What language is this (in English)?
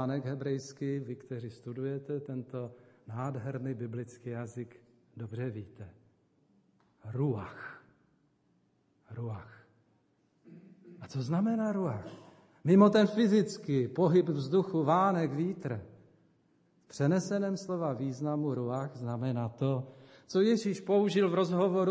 Czech